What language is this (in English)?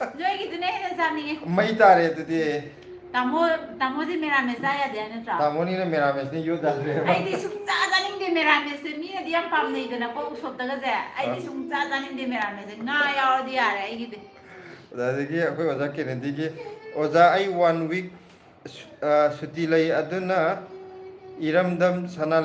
Manipuri